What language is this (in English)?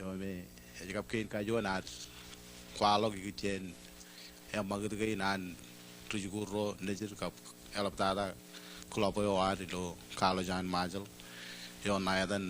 Marshallese